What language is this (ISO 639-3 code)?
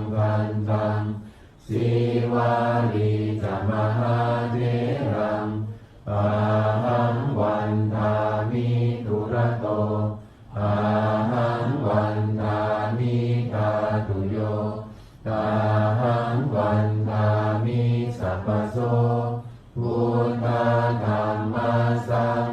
pli